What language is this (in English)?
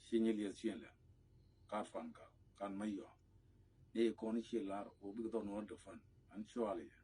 Nuer